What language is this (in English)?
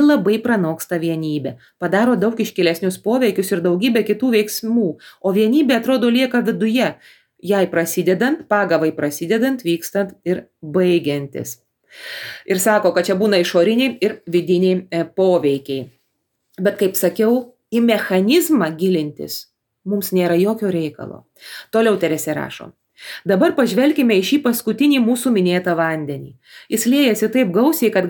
Lithuanian